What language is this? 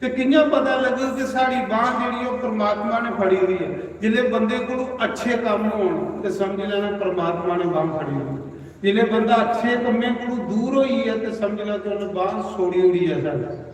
Dogri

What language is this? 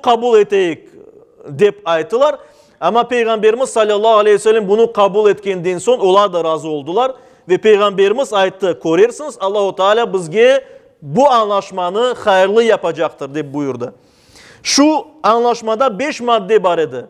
Crimean Tatar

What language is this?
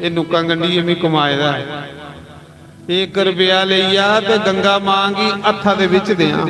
Dogri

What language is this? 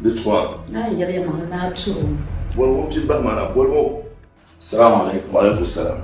Dagbani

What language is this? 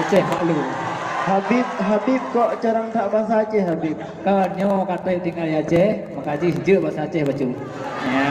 Achinese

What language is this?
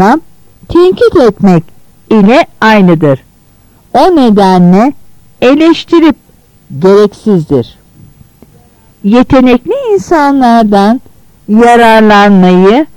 Turkish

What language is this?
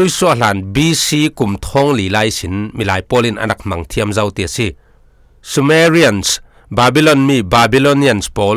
Falam Chin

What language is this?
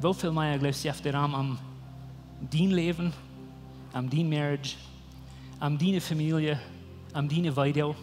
Plautdietsch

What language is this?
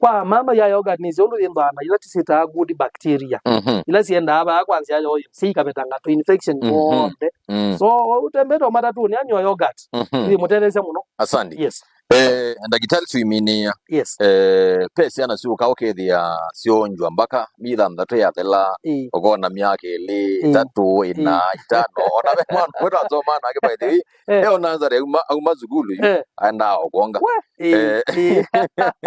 Kamba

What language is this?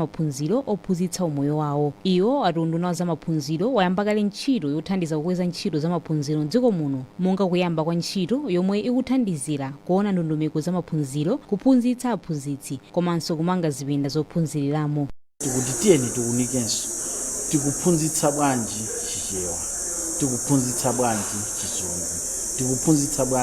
Nyanja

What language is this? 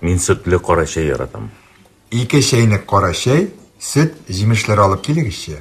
Tatar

